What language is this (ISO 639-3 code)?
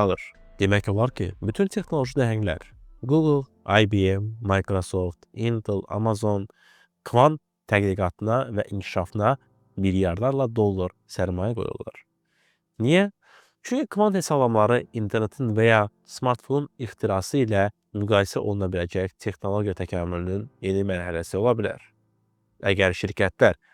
aze